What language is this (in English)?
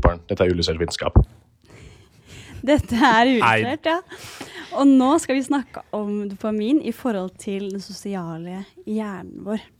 Norwegian